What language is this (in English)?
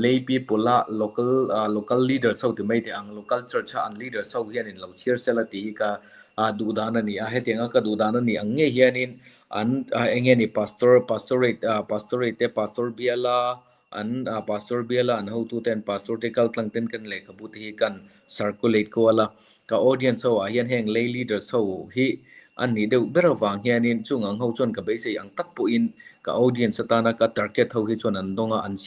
Mizo